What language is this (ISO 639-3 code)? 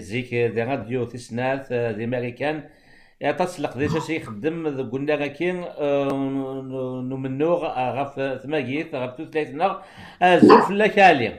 kab